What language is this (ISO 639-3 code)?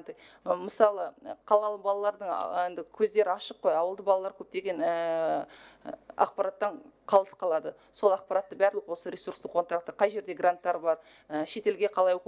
kaz